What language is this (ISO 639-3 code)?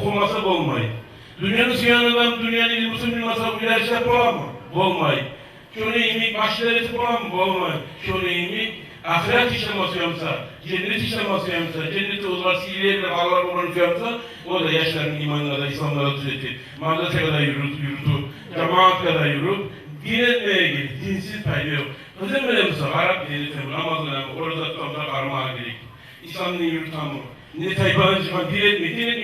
kum